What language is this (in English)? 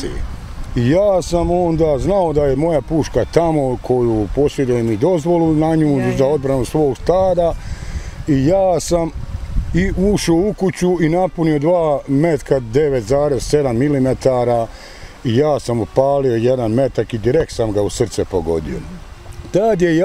Bosnian